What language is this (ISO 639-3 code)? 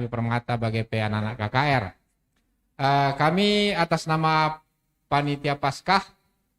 btx